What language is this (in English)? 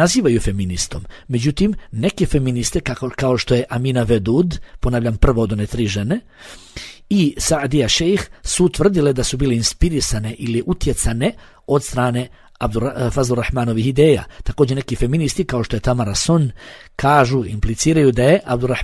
Bosnian